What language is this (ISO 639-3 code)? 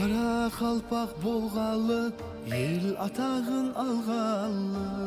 kaa